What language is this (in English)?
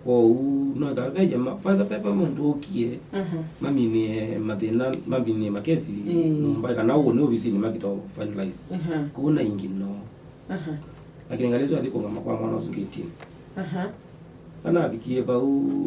Kamba